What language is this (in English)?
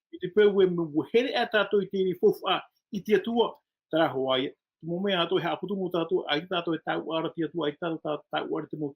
Tahitian